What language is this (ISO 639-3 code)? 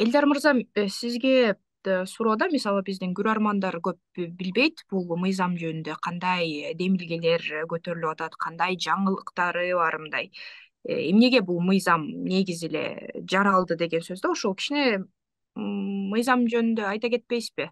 kir